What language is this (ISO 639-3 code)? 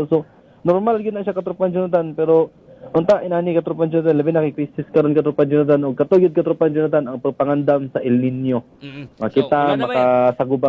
ceb